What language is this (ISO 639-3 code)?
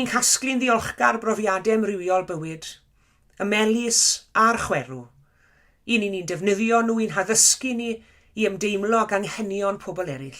cym